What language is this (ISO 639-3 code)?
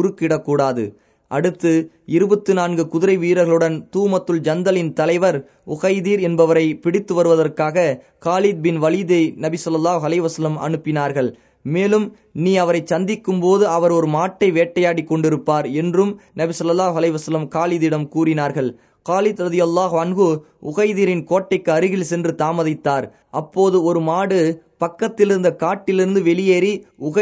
tam